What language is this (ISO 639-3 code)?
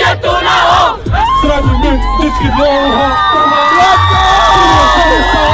ces